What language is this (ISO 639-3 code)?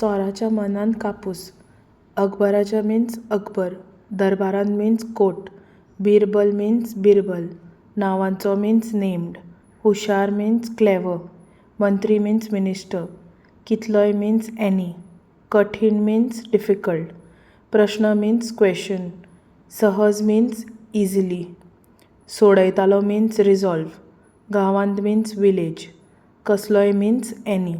kok